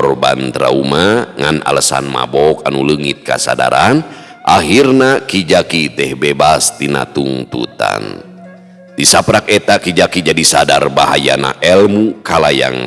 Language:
Sundanese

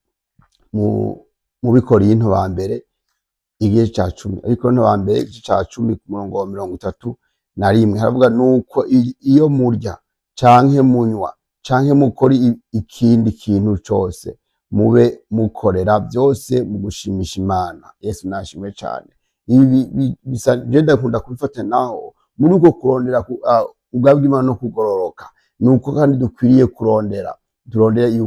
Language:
Rundi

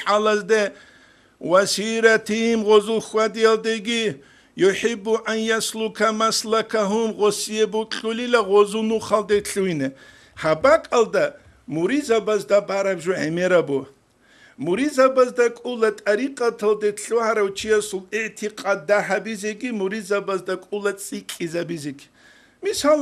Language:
Avaric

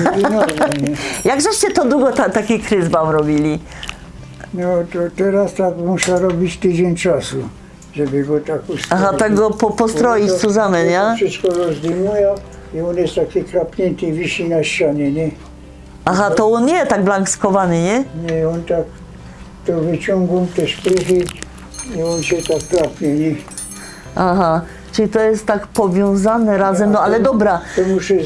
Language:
Silesian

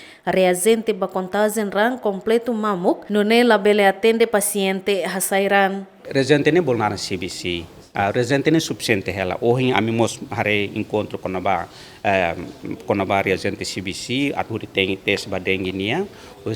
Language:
Tetum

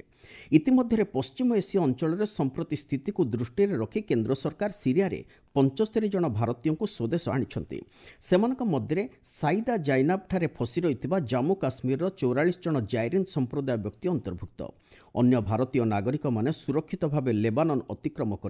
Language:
Odia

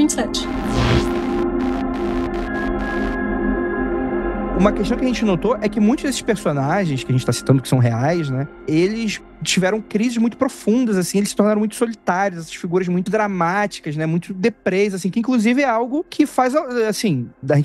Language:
Portuguese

